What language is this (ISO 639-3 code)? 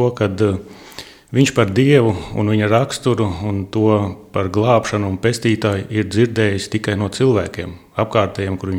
lav